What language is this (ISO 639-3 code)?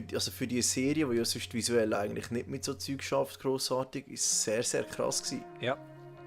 gsw